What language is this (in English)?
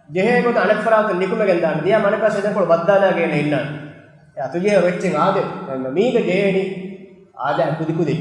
Divehi